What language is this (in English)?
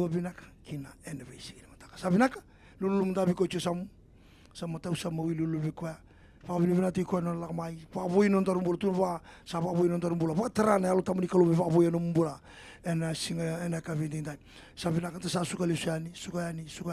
Fijian